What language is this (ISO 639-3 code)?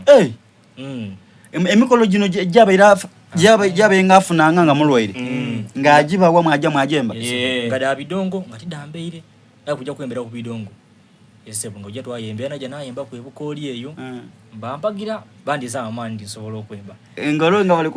xog